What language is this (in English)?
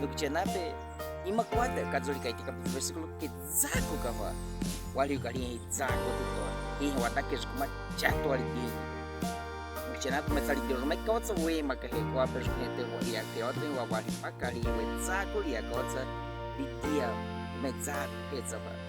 Baniwa